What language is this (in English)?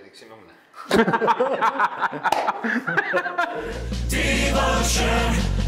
Greek